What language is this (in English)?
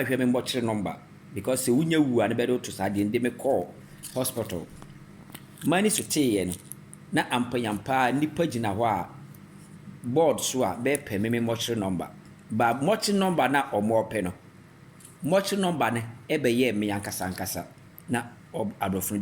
Akan